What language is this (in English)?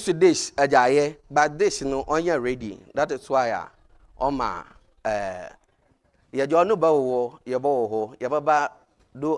Akan